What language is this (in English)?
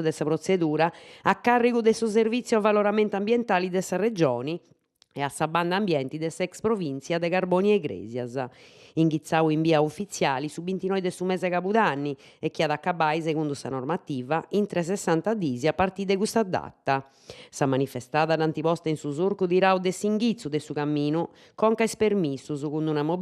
Sardinian